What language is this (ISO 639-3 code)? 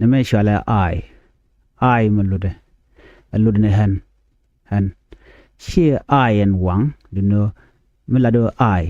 nus